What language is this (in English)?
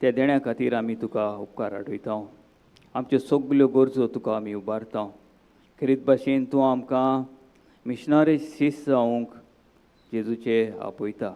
Konkani